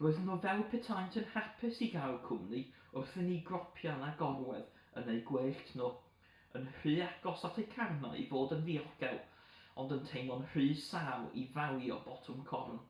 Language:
Welsh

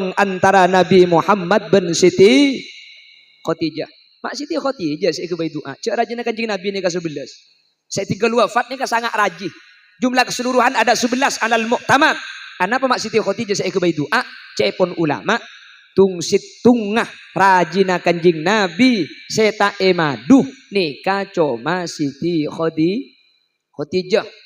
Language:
Madurese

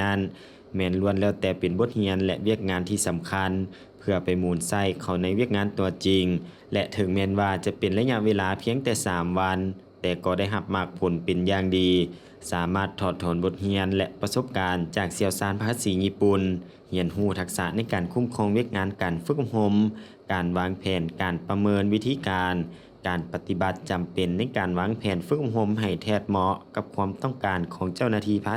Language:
Lao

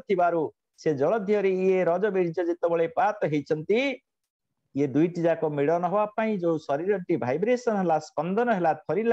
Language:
Odia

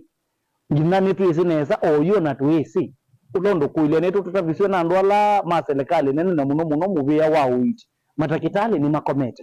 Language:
Kamba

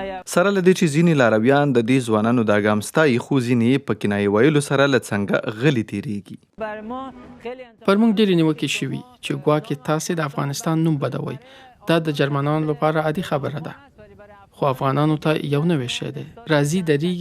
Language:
Pashto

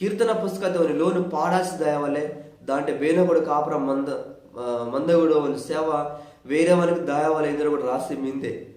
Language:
Koya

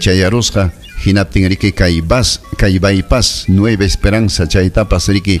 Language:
Ayacucho Quechua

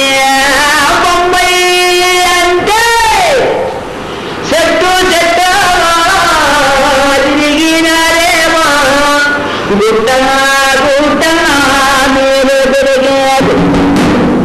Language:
Telugu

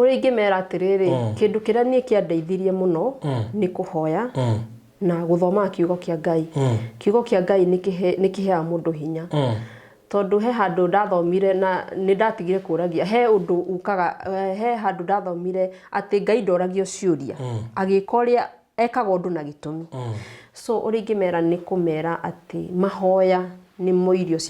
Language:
Kikuyu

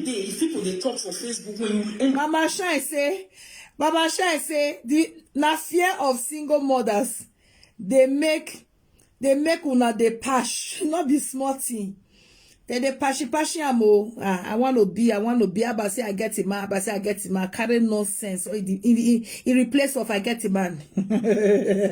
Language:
Nigerian Pidgin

